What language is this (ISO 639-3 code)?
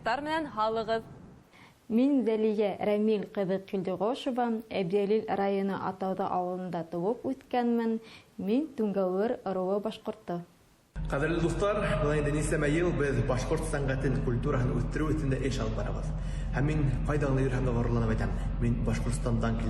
bak